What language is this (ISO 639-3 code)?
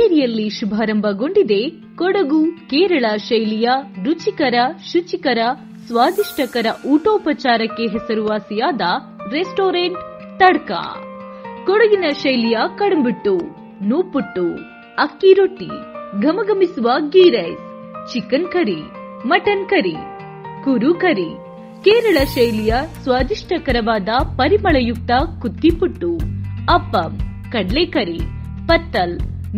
kan